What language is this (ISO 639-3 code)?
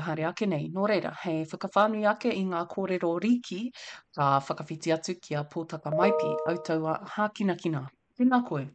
mri